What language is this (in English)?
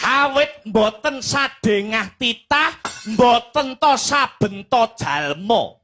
Javanese